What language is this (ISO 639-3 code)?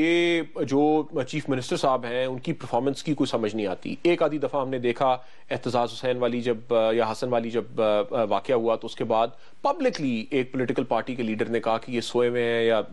urd